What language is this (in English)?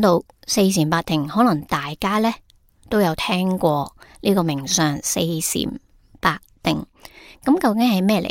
Cantonese